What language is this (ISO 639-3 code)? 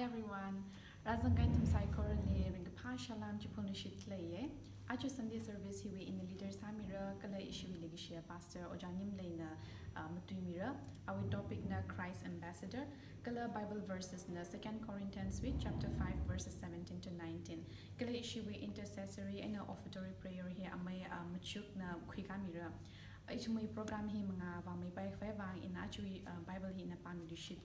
nmf